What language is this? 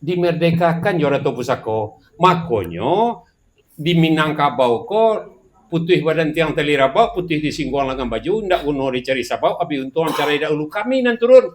Minangkabau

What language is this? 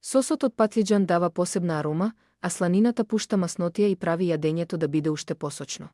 Macedonian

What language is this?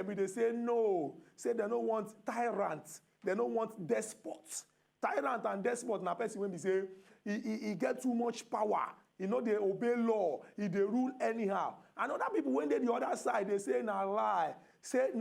Nigerian Pidgin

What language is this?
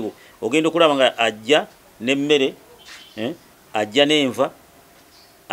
Ganda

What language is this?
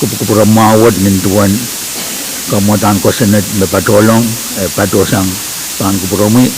Pohnpeian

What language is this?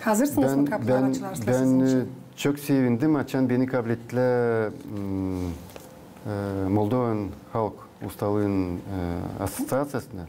Gagauz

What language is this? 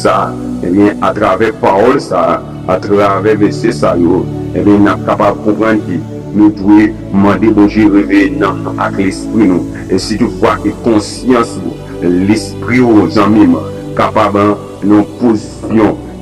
Haitian Creole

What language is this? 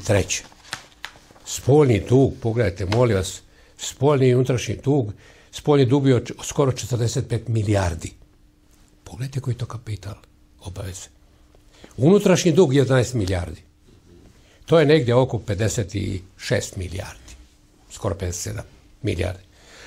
Serbian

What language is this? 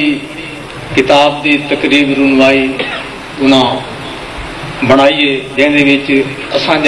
Saraiki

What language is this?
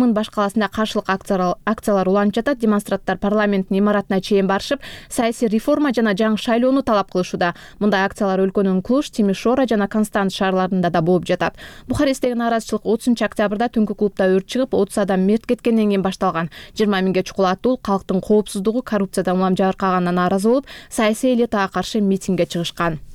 Kyrgyz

